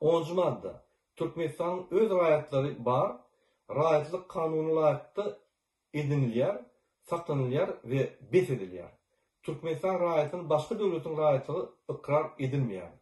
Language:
Turkmen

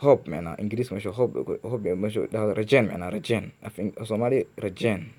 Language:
Somali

